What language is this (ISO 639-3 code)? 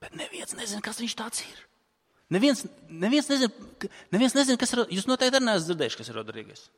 lav